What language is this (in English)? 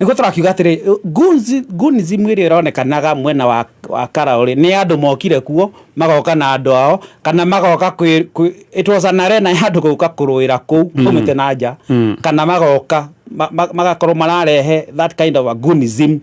Kikuyu